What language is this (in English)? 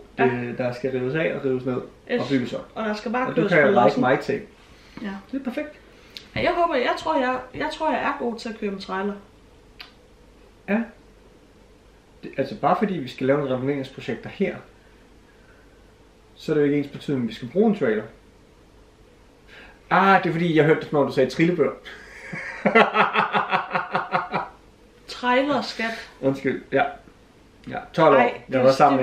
Danish